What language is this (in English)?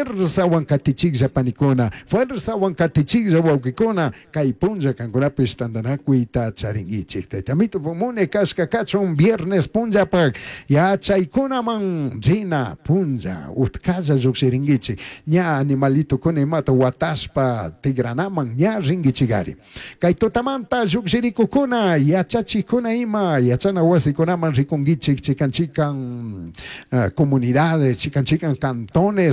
Chimborazo Highland Quichua